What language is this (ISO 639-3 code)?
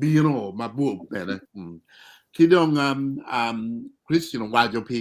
ach